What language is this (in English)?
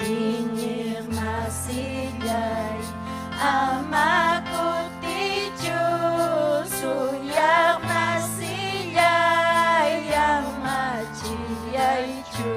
Ayacucho Quechua